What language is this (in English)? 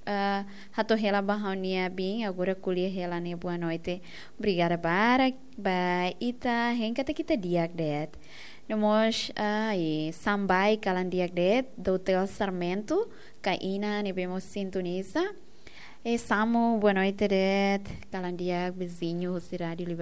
Tetum